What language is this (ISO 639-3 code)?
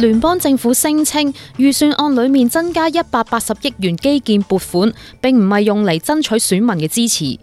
yue